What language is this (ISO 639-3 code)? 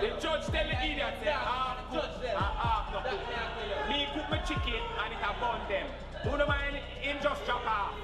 jam